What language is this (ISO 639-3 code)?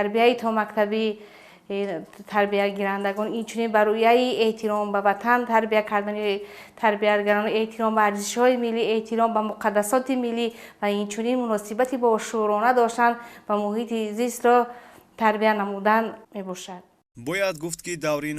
tgk